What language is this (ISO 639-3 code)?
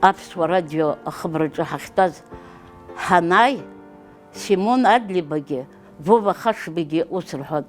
abk